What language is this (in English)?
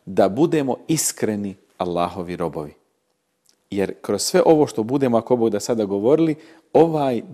Bosnian